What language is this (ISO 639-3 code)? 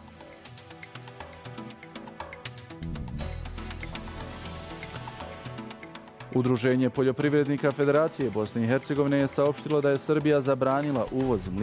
bos